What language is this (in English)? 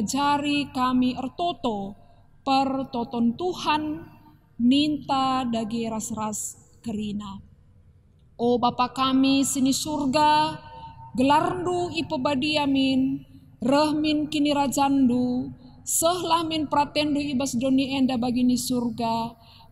Batak Karo